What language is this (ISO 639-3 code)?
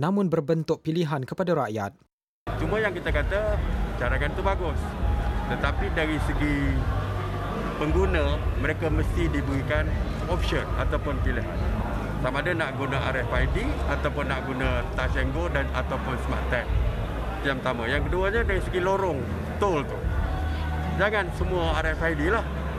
msa